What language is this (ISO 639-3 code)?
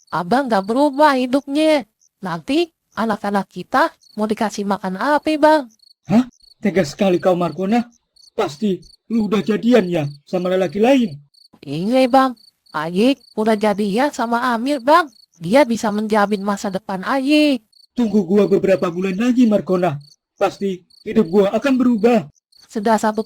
bew